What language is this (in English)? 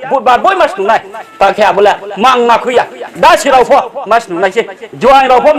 Riang (India)